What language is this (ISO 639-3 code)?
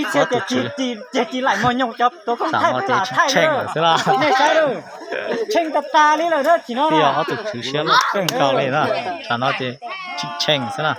hmn